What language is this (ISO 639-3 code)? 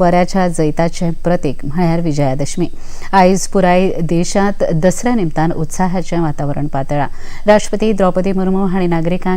kok